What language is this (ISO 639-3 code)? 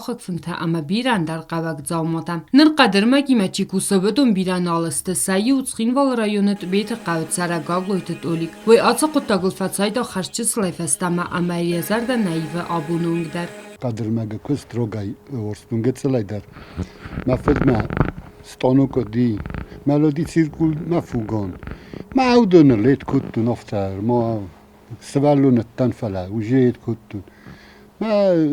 oss